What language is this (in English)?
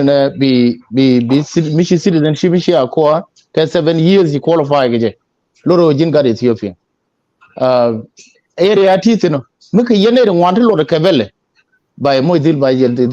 Nuer